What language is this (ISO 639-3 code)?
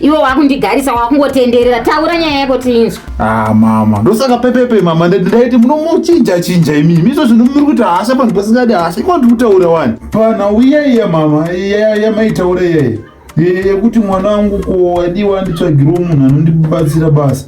sna